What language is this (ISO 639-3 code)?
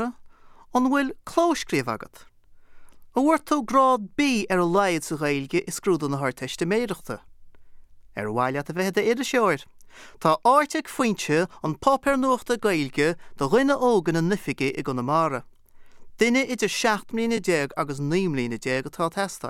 gle